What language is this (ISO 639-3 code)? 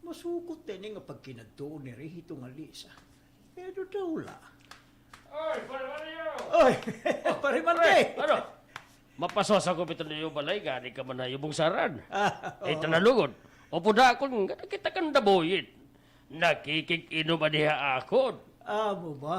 war